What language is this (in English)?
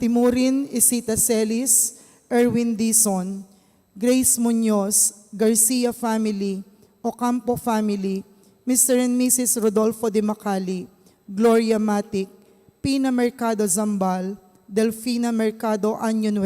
Pampanga